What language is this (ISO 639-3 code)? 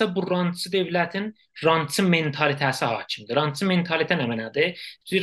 azb